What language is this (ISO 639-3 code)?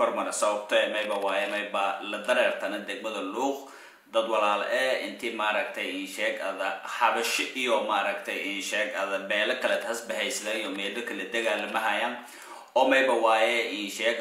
som